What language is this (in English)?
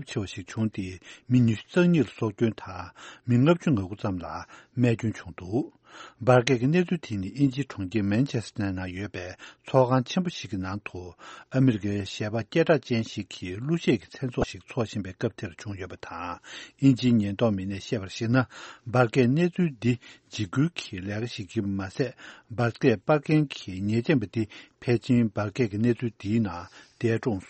Tibetan